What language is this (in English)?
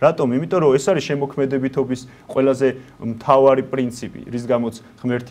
Georgian